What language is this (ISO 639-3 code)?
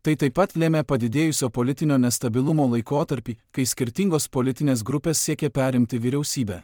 lit